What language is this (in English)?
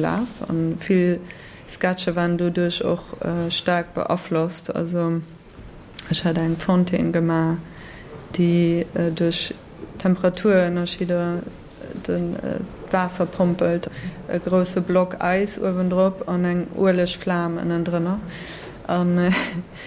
Luxembourgish